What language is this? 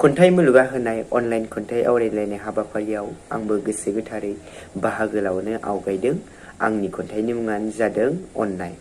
Bodo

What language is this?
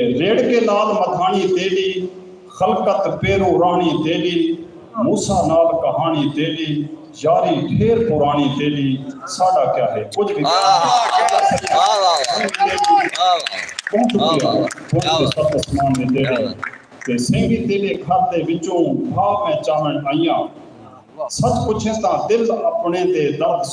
Saraiki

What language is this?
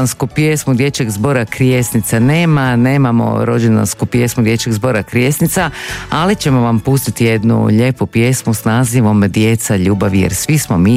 Croatian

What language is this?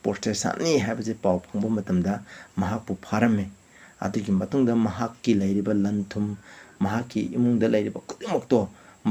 Manipuri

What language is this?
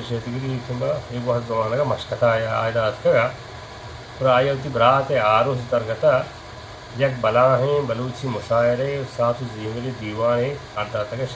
Eastern Balochi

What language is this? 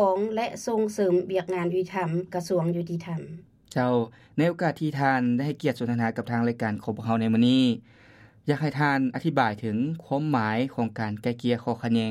Lao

